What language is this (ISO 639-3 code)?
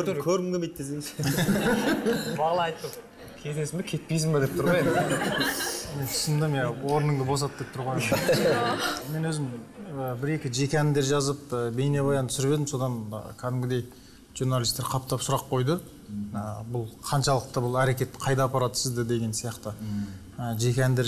kaz